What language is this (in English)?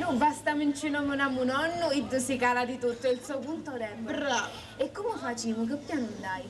Sicilian